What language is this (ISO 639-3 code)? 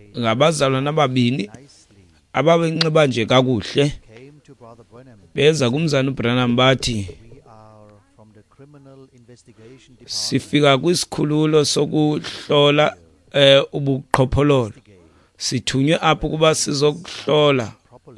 xho